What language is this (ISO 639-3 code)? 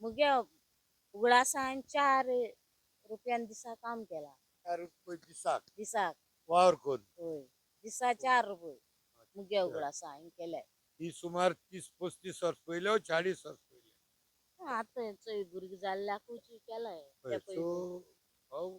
kok